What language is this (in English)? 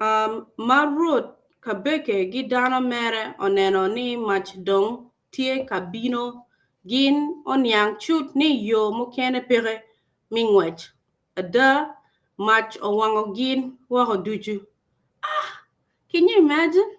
Acoli